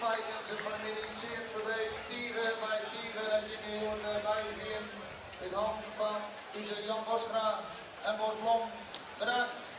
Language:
Western Frisian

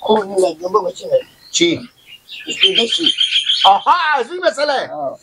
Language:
Persian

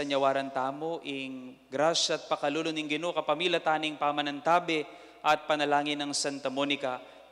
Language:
Pampanga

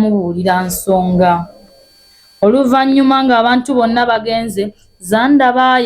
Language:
Ganda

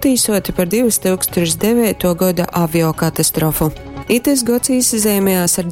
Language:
Latgalian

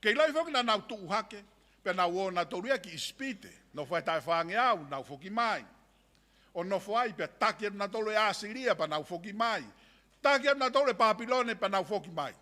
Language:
Tongan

